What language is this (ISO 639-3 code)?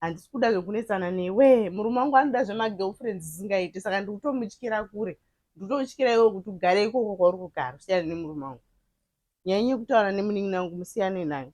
sna